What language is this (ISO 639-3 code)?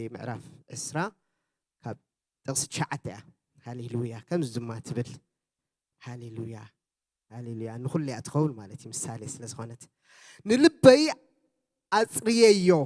tir